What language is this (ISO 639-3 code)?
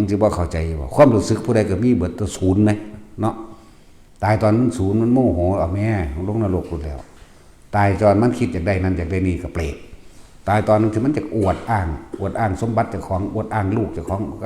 tts